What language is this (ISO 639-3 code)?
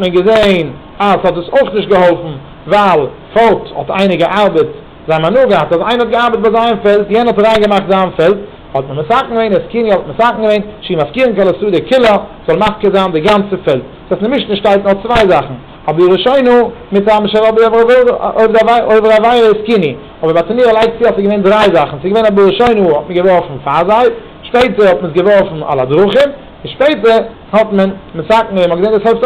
yid